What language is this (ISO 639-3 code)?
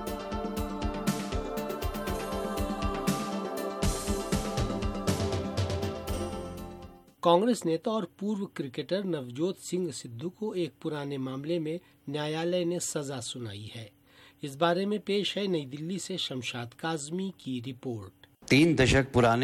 hin